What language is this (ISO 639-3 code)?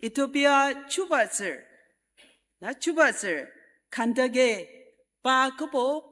njo